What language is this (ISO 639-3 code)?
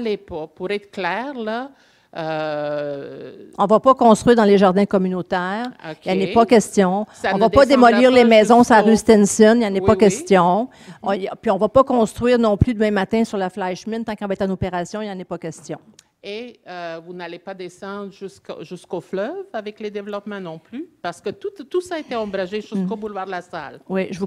fra